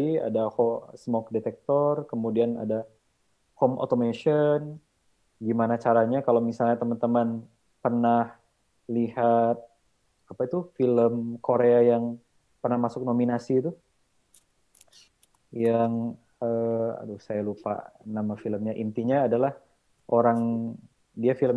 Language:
Indonesian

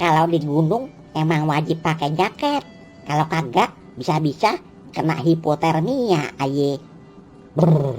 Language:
Betawi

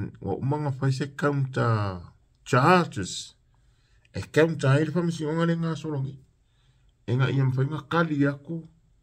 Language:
Samoan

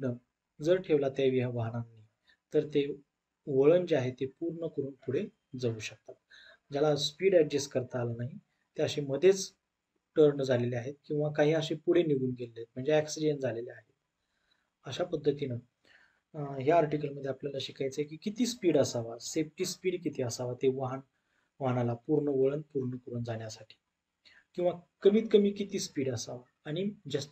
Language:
Marathi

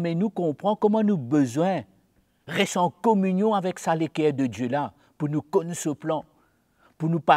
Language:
Morisyen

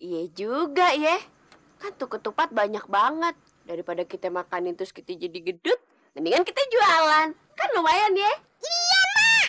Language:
Betawi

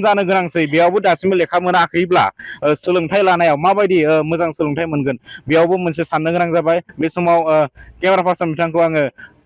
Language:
Bodo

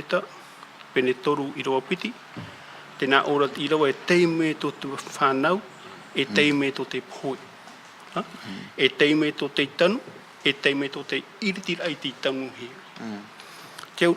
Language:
Tahitian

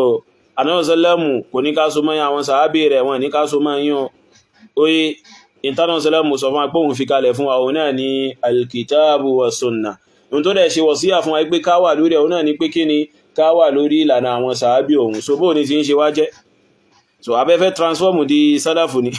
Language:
Yoruba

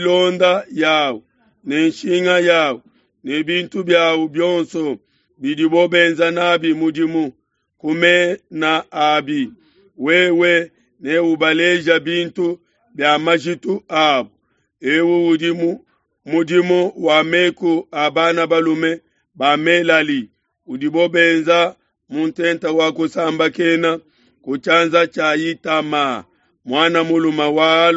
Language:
Luba-Lulua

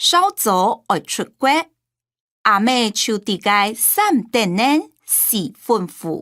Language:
Hakka Chinese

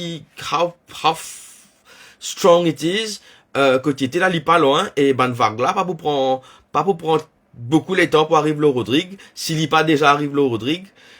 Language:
Morisyen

